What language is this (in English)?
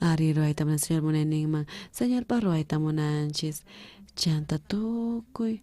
South Bolivian Quechua